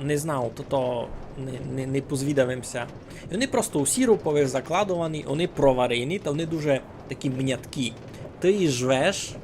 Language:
Rusyn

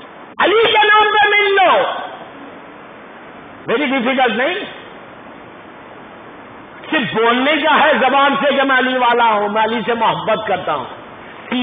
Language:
Urdu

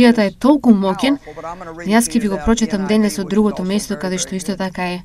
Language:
Macedonian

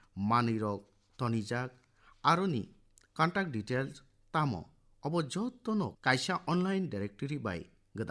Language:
Kok Borok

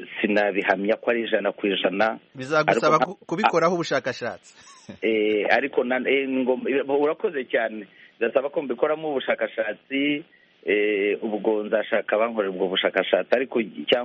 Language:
Kinyarwanda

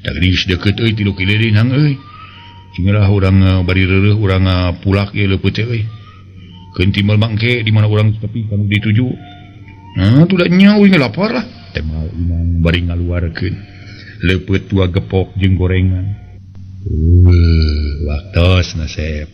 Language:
Sundanese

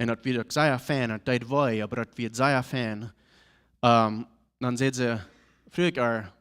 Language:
Plautdietsch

